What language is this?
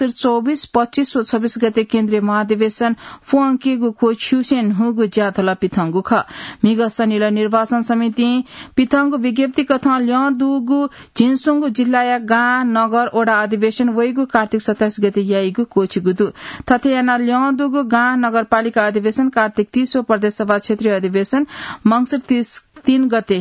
Newari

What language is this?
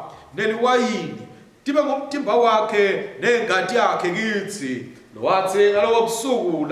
Swati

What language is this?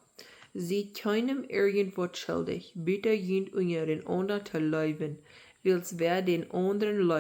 Plautdietsch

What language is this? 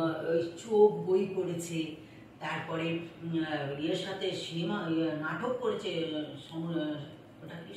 Bangla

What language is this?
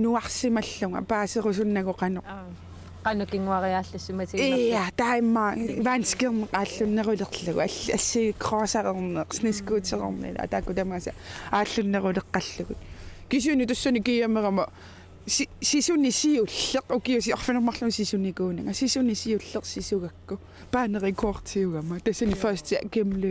Kalaallisut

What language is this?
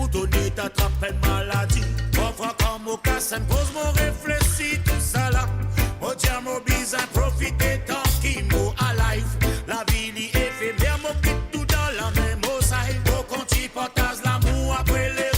Morisyen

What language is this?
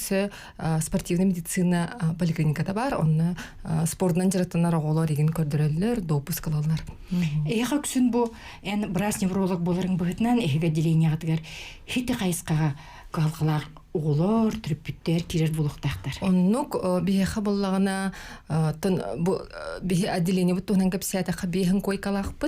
Yakut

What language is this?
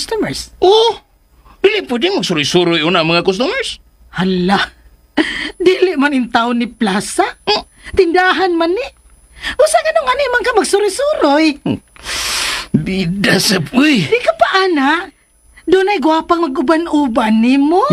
Cebuano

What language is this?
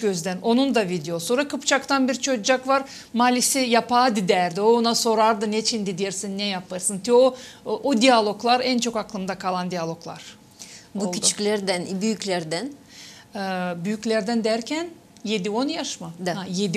Gagauz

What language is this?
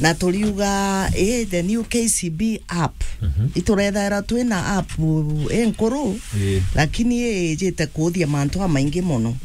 Meru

